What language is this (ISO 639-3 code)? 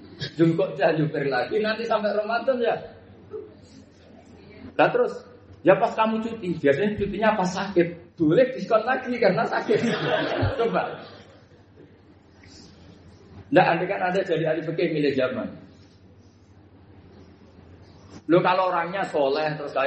ind